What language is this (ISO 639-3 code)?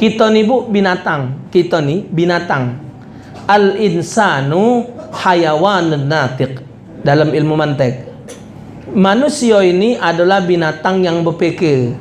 mui